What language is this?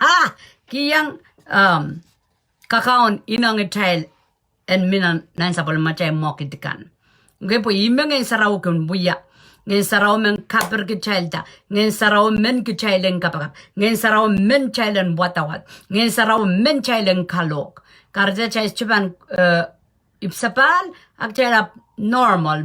Pohnpeian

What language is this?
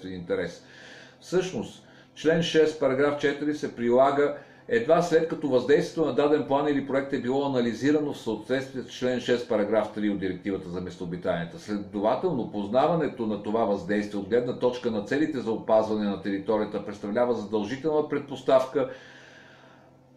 Bulgarian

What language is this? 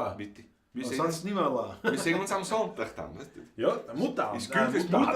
Bavarian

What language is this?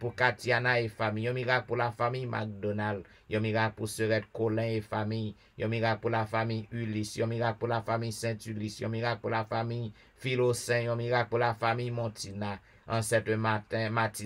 French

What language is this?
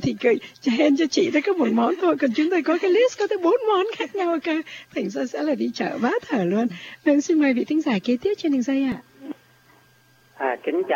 Vietnamese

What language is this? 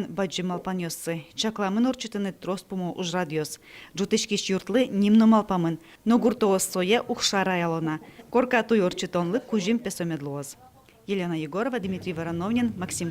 Udmurt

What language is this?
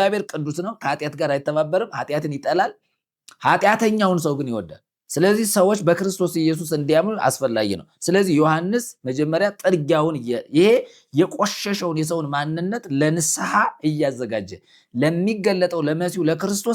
Amharic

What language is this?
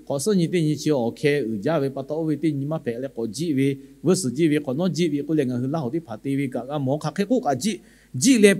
Lahu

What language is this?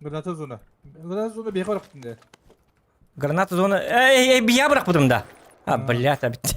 Yakut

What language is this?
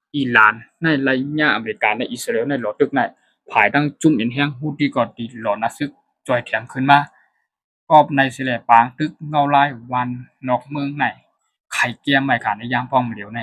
Shan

